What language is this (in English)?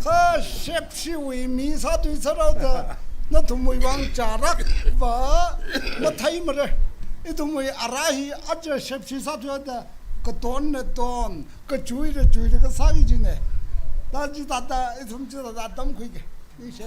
Tangkhul Naga (India)